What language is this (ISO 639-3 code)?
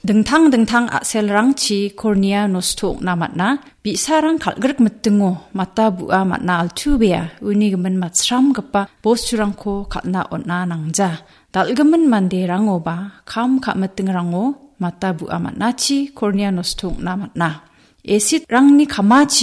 grt